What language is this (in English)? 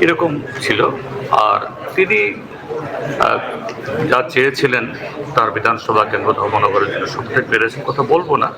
Riang (India)